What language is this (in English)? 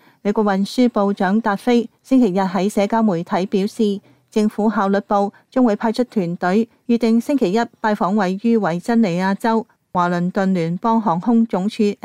Cantonese